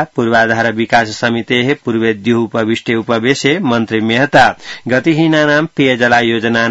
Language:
Sanskrit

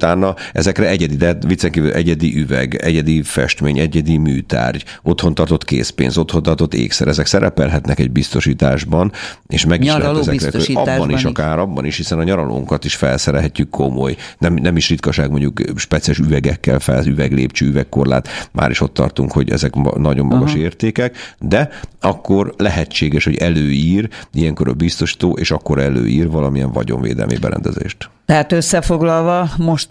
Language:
Hungarian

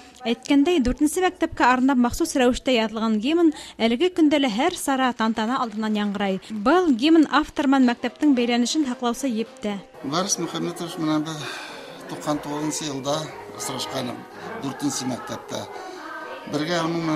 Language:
Bashkir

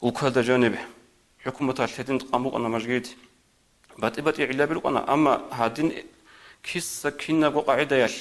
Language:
Avaric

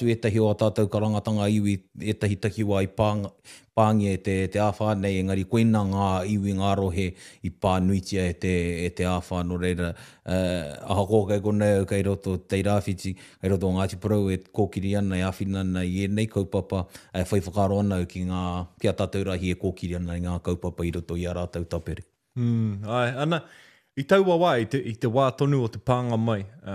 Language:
Māori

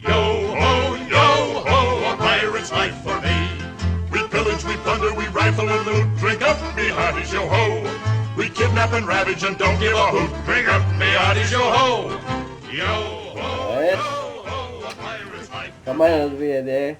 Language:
Faroese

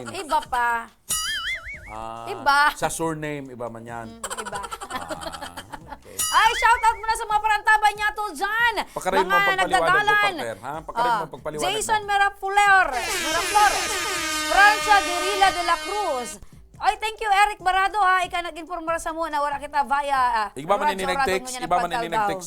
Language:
Bikol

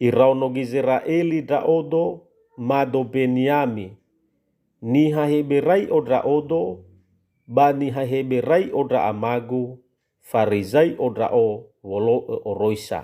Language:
Nias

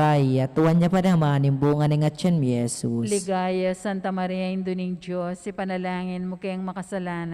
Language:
Pampanga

